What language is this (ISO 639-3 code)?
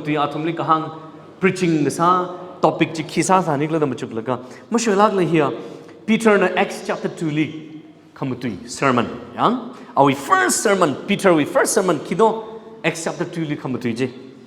nmf